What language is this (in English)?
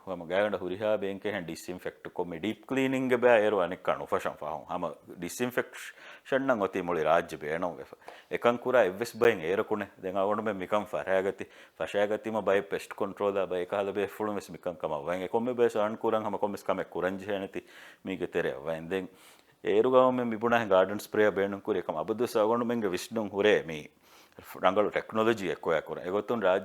Divehi